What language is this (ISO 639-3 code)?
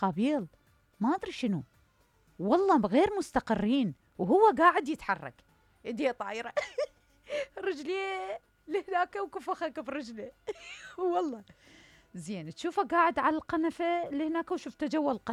acm